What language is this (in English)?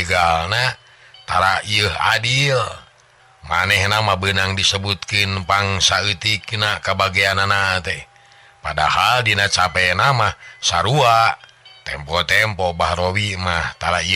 Sundanese